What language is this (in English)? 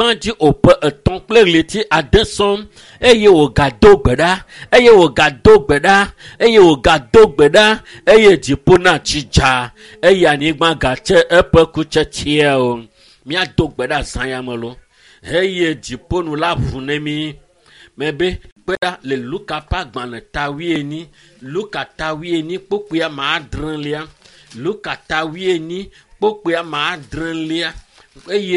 Ewe